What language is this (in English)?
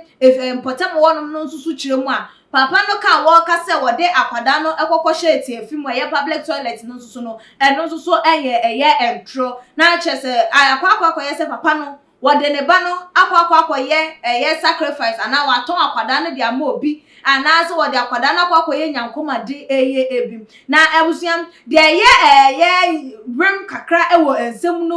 Akan